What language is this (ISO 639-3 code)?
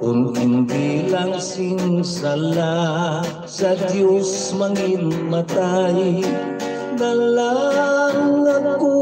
hil